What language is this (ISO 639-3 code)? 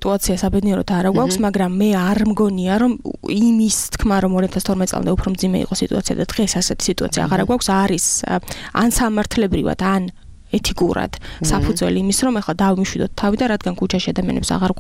kat